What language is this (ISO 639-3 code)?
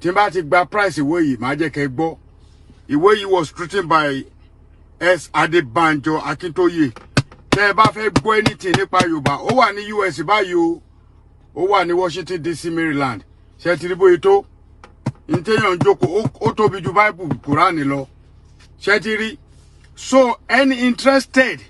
yor